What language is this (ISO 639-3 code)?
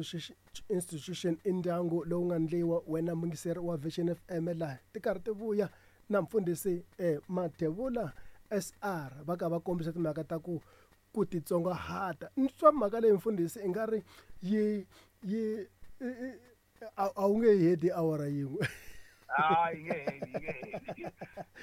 tso